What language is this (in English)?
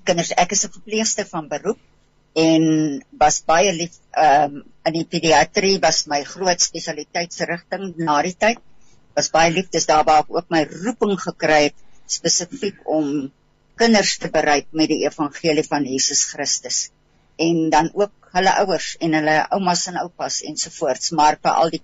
Afrikaans